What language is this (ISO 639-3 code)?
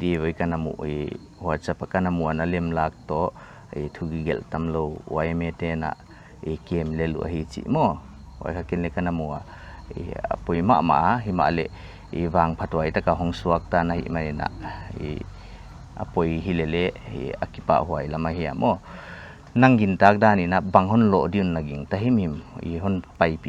pck